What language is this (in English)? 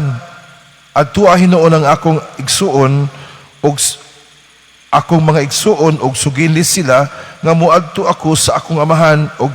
Cebuano